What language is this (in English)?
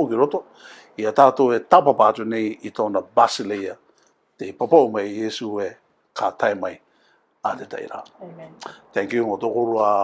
Rarotongan